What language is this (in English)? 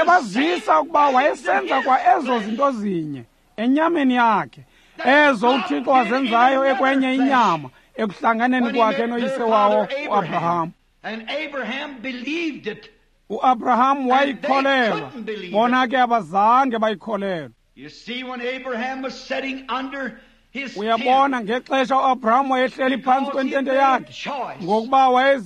Xhosa